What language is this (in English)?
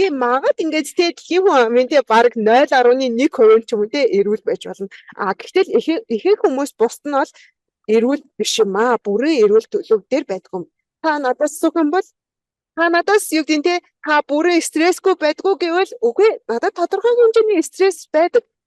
Mongolian